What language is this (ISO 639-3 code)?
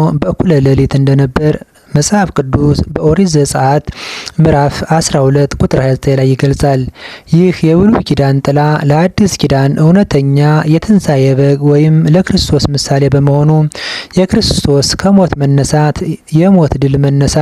amh